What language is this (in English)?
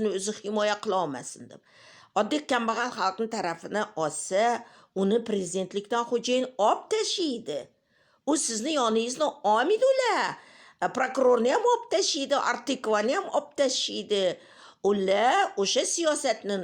Uzbek